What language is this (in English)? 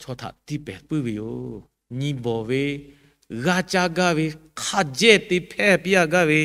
Lahu